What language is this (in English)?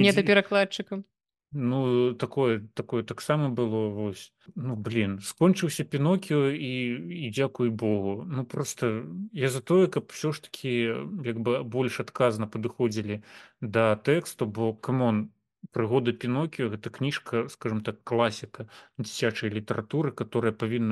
Belarusian